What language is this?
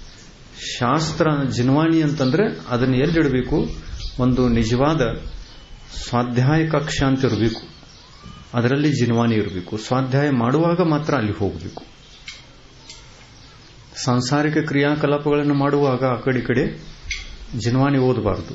Kannada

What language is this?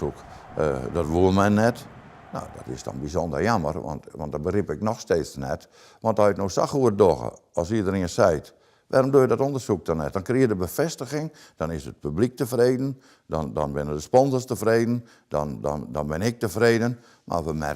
Western Frisian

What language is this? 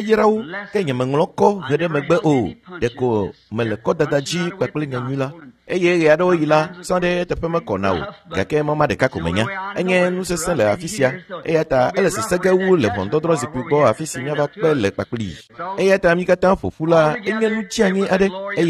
Ewe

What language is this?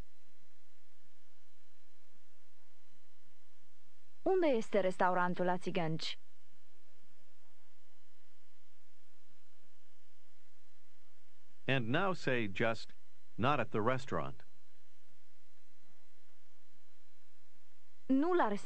Romanian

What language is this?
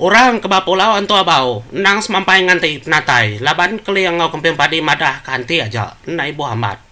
Iban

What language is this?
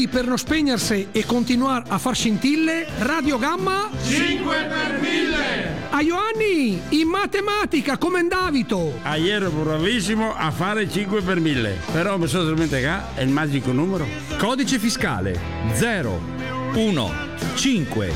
Italian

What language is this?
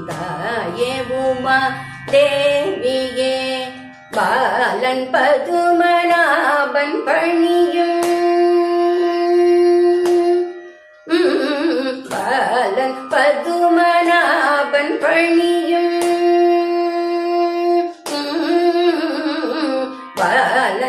Tamil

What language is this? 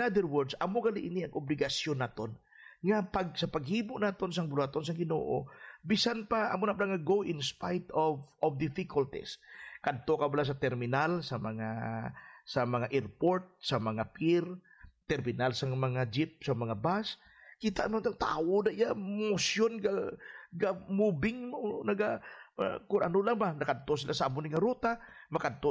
Hiligaynon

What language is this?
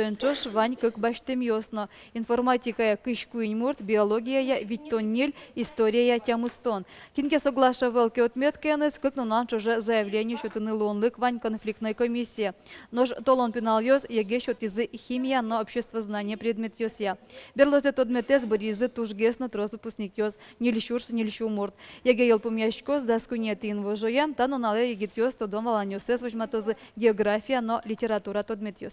Udmurt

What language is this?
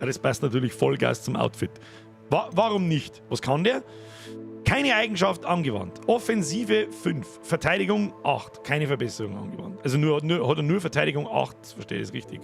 Bavarian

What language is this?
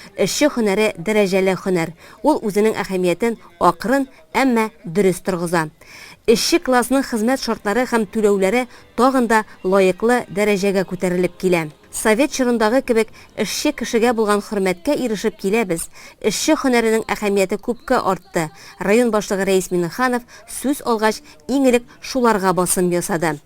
Tatar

